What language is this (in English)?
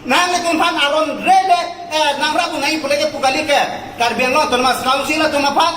Karbi